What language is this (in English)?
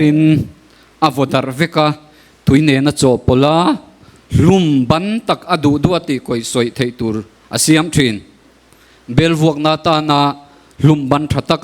Mizo